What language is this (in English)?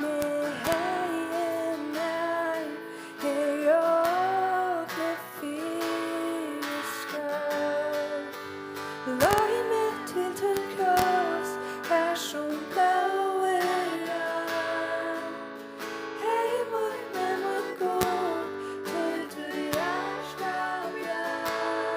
Faroese